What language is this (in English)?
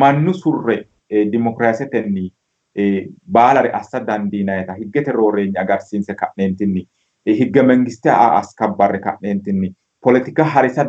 Sidamo